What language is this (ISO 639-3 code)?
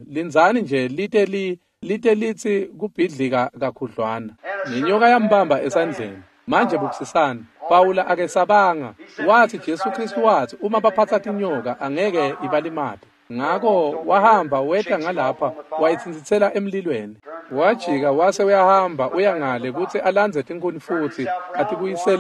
ssw